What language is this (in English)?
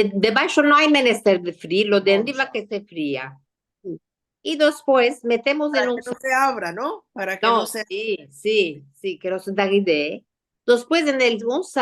Ladino